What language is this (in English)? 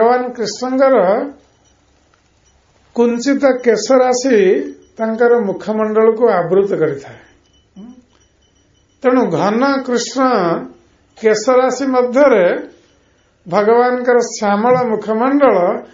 Odia